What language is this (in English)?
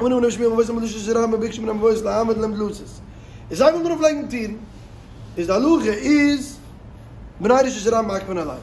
Yiddish